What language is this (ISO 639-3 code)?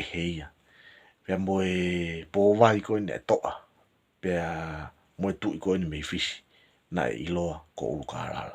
ton